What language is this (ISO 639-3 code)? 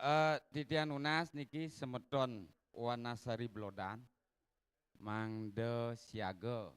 ban